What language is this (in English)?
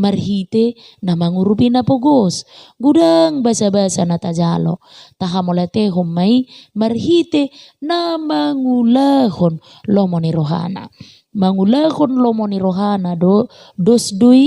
Batak Toba